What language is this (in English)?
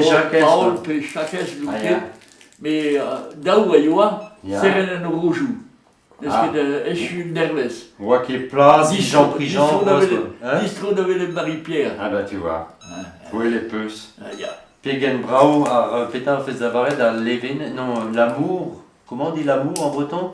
Breton